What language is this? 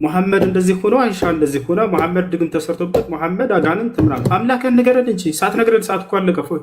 Amharic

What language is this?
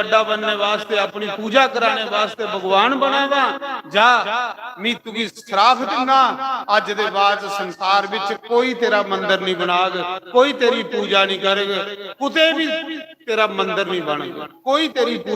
Dogri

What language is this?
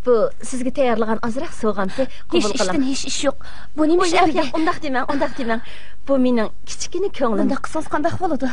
Uyghur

